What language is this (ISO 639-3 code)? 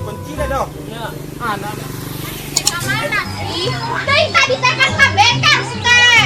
min